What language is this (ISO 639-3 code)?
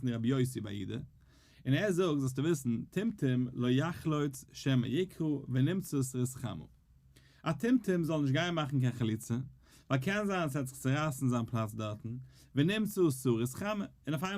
yid